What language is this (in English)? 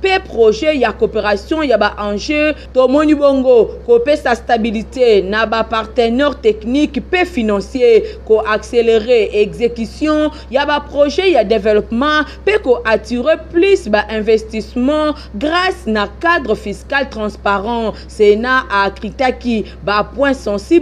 Lingala